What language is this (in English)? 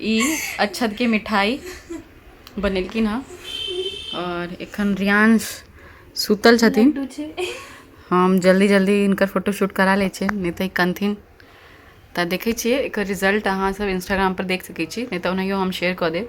Maithili